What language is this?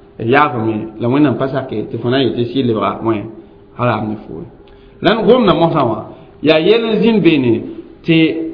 Mossi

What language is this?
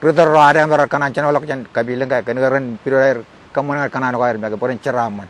Marshallese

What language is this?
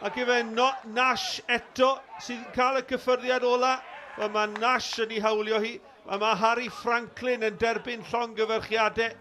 Welsh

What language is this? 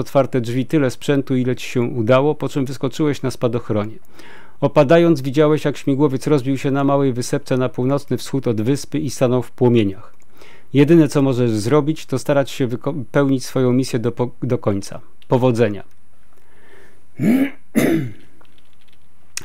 Polish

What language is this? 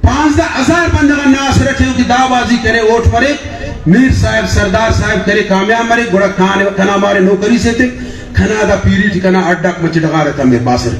Brahui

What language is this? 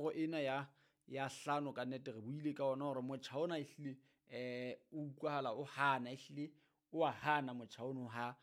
Southern Sotho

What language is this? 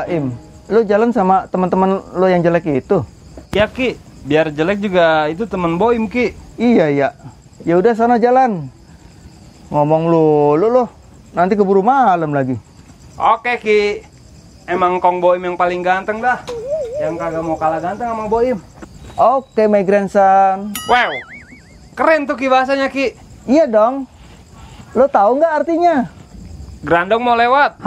Betawi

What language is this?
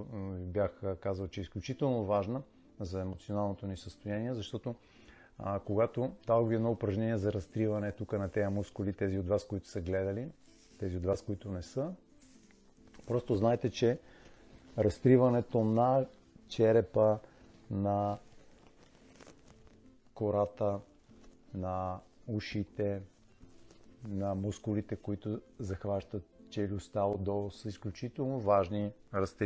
Bulgarian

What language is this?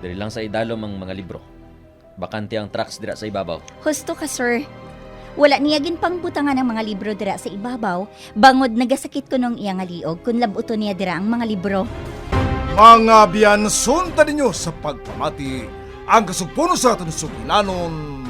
Hiligaynon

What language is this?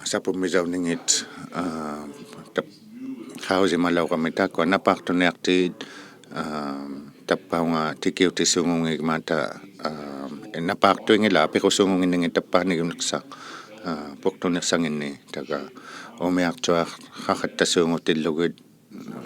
Inuktitut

